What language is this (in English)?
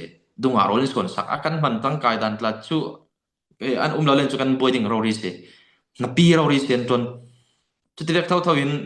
Falam Chin